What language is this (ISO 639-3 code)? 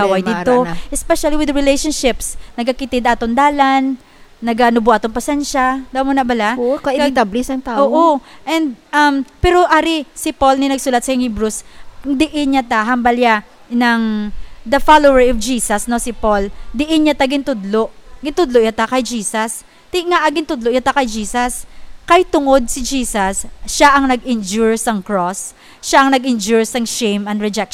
hil